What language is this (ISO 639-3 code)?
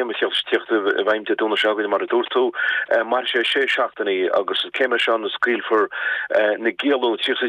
gle